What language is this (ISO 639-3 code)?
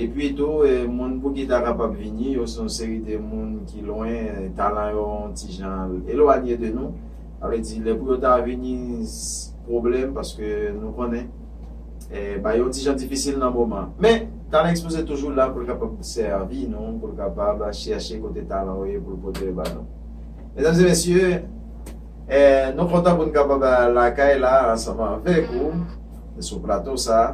hat